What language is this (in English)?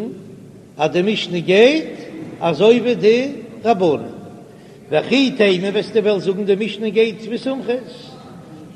Yiddish